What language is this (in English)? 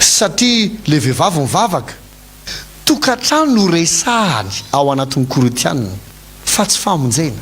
Malagasy